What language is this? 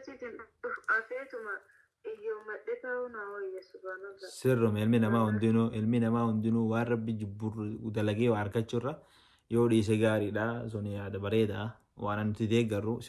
Oromo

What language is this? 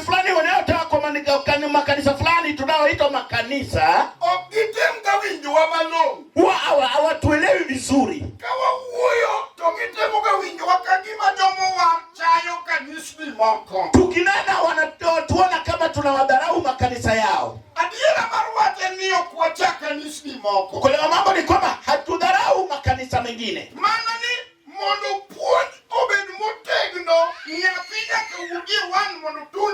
Luo (Kenya and Tanzania)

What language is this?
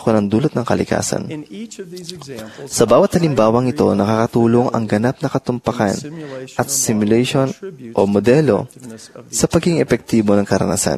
Filipino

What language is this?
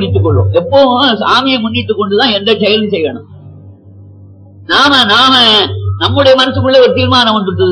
Tamil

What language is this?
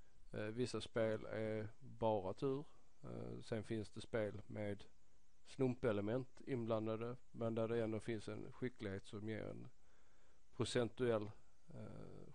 Swedish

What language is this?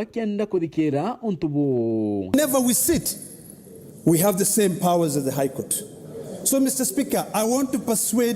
Meru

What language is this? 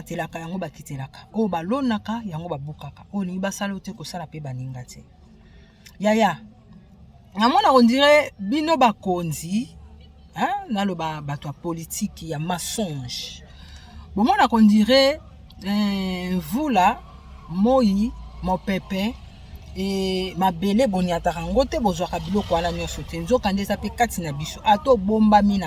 Lingala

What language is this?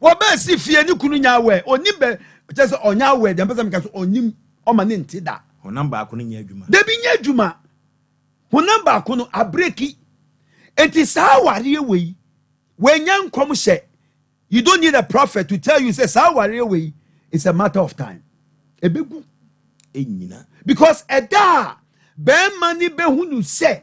Akan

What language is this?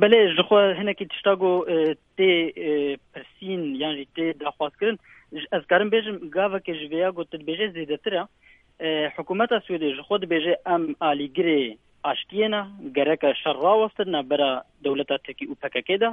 Kurdish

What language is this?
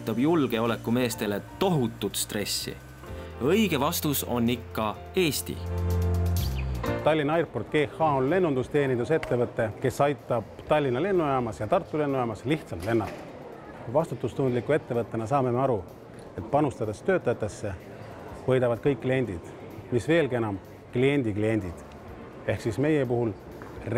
Estonian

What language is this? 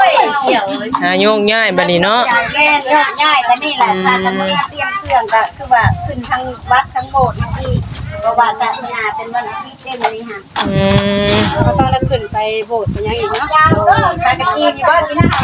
Northeastern Thai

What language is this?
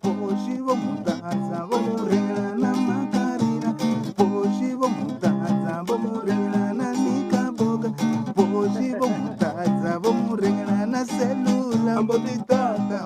Venda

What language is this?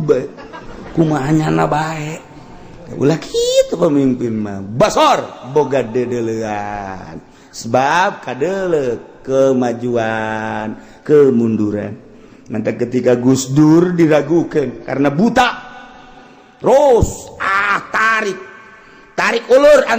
Sundanese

